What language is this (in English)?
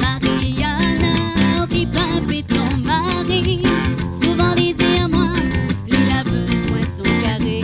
Réunion Creole French